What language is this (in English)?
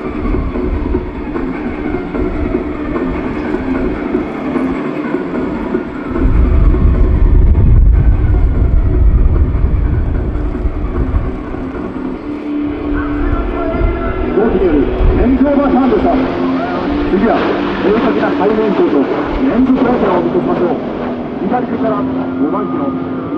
Japanese